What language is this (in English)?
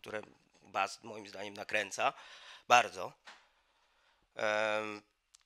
Polish